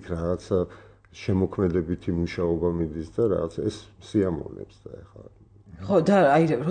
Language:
Georgian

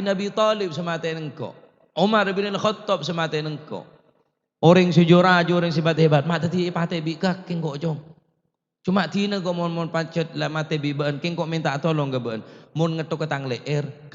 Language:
Madurese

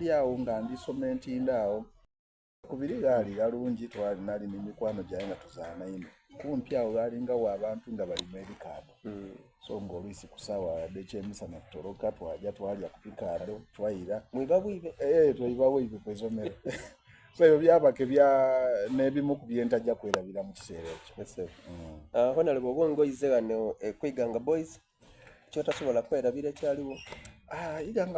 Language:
Soga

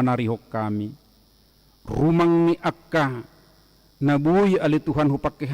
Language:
Batak Toba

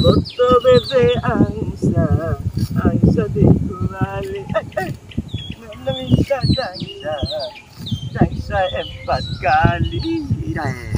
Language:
Bima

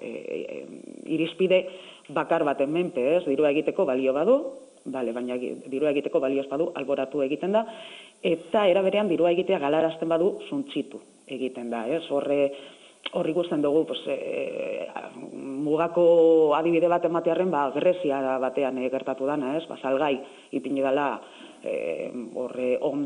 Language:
Basque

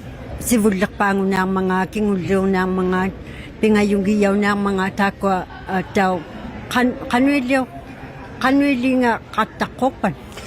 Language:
Inuktitut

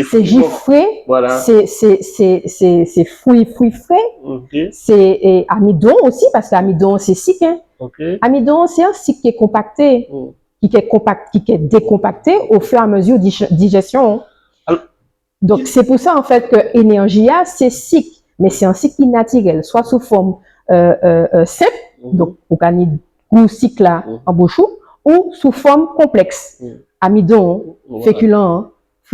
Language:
Guadeloupean Creole French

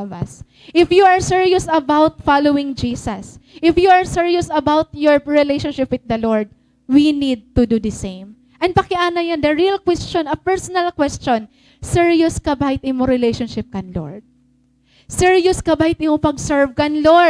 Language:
Waray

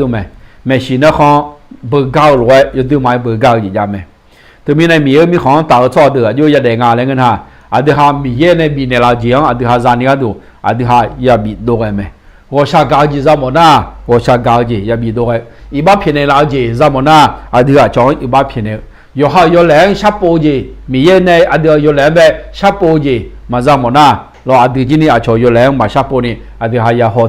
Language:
Akha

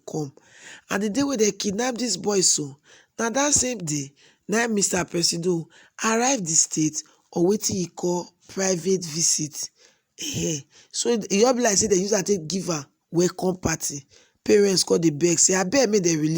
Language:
Nigerian Pidgin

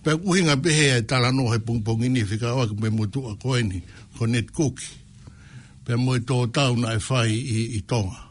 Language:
Tongan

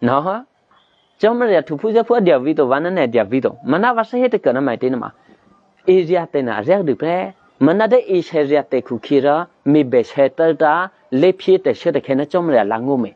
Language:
Eastern Kayah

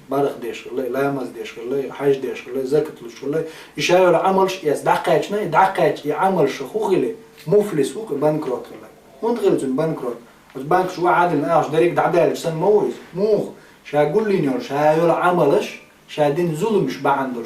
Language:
Chechen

